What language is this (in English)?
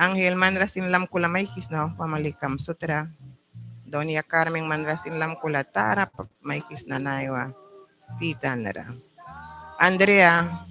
Mískito